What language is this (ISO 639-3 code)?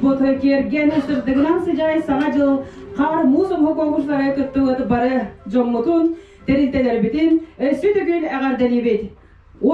sah